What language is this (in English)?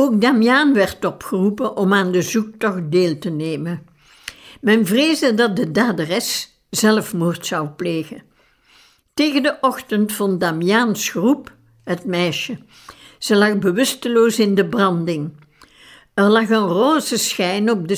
Dutch